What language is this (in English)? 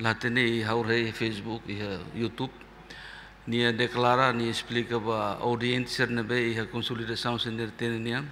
Tetum